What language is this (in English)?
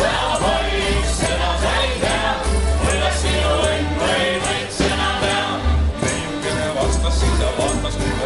Estonian